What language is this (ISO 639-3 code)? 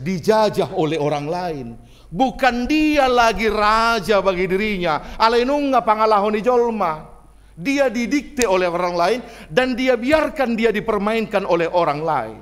bbc